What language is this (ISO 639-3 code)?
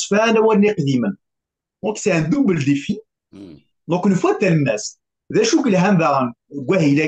kab